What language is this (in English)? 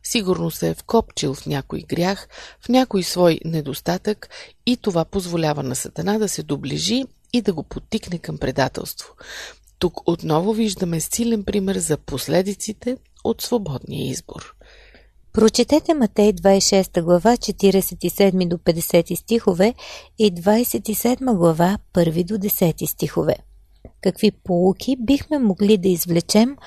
Bulgarian